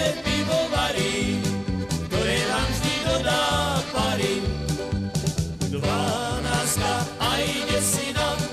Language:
Slovak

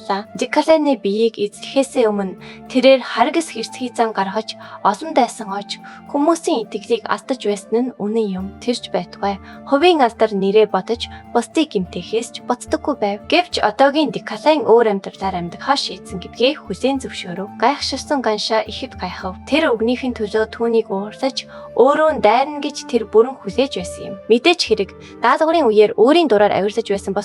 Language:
Mongolian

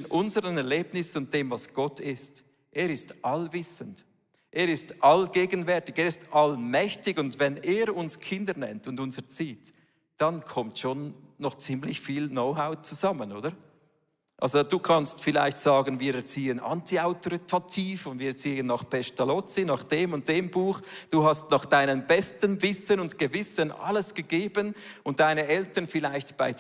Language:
Swiss German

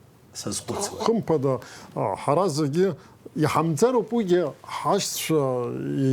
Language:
Abkhazian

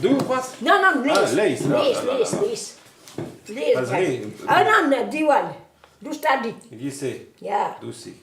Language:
Breton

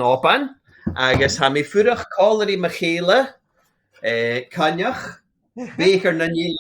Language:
Scottish Gaelic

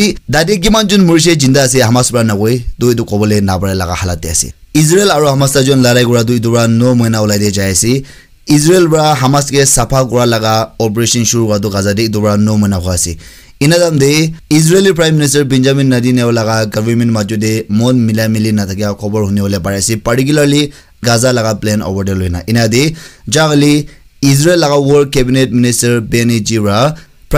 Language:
Naga Pidgin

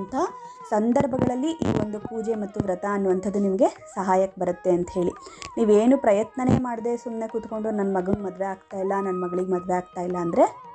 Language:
Kannada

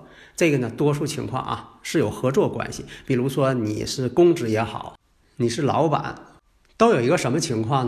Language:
Chinese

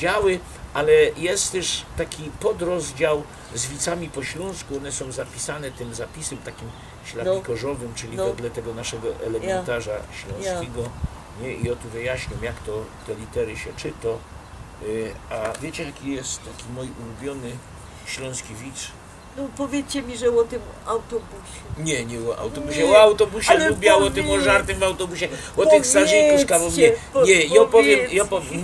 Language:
Silesian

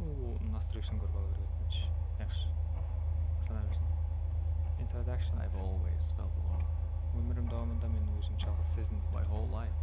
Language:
Kara-Kalpak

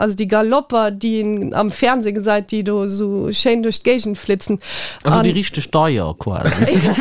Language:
Luxembourgish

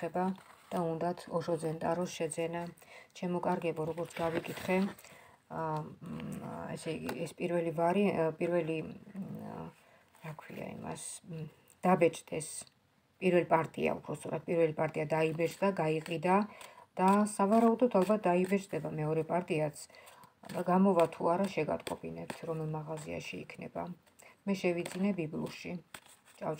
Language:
Georgian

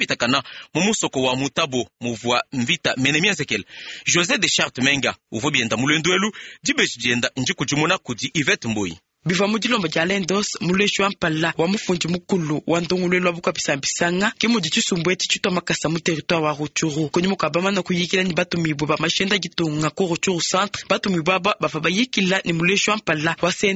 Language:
Luba-Lulua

